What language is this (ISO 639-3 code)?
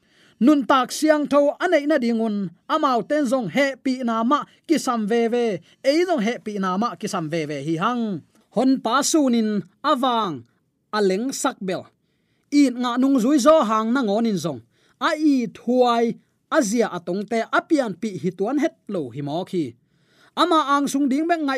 ctd